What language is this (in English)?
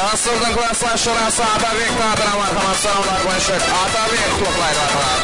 Kara-Kalpak